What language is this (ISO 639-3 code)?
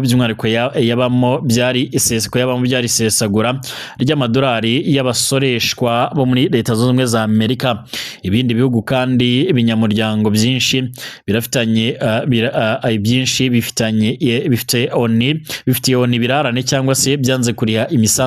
run